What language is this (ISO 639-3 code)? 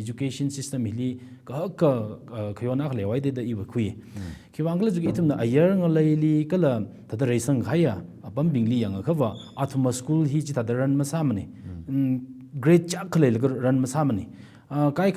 nmf